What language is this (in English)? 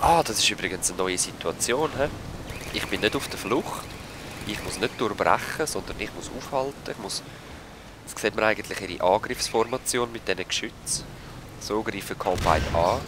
Swiss German